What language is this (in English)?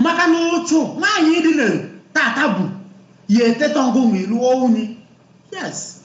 Igbo